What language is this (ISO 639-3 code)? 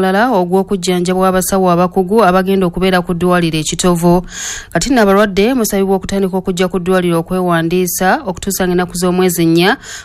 lug